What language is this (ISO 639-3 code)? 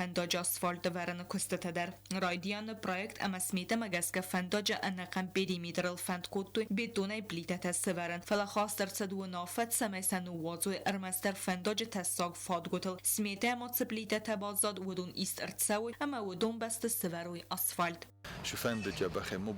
oss